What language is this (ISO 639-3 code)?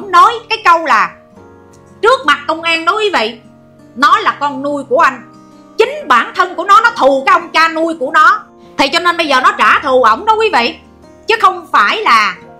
vie